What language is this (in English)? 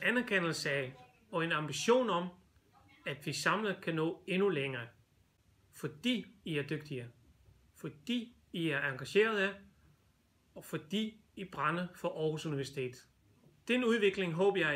Danish